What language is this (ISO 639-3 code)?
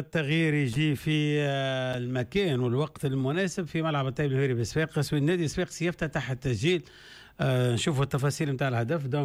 aeb